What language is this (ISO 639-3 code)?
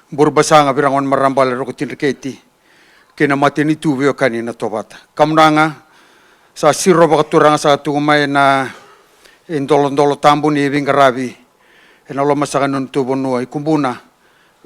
fij